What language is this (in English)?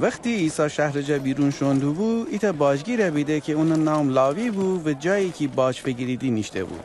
Gilaki